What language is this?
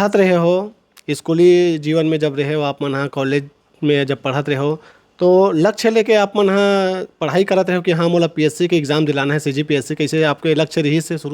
Chhattisgarhi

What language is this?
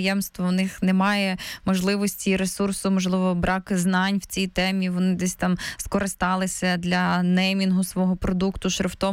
Ukrainian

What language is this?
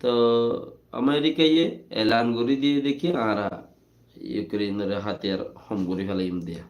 Rohingya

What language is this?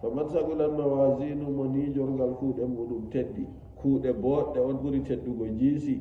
Nigerian Fulfulde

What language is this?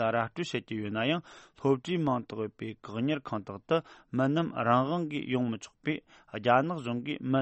Tibetan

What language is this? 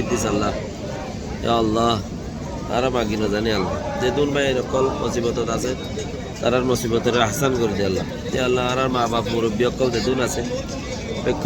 Rohingya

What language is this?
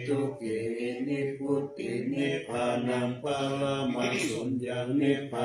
Pali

